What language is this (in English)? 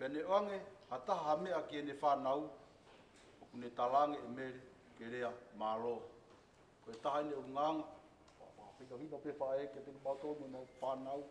Tongan